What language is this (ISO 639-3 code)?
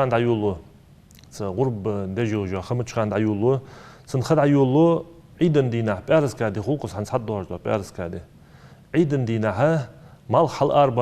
inh